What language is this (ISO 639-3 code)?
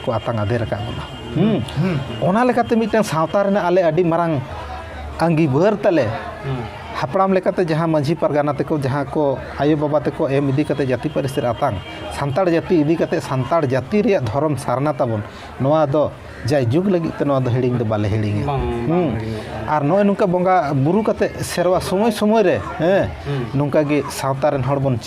sat